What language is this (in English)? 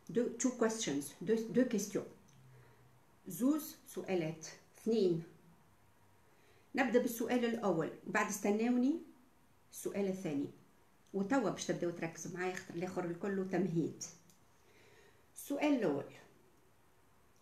Tunisian Arabic